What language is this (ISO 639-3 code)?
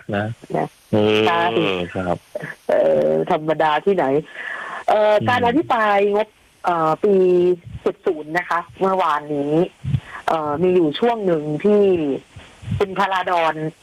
tha